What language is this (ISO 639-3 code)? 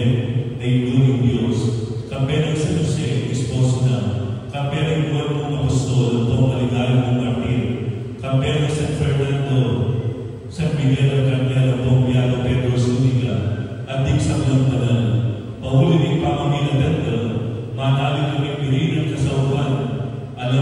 pam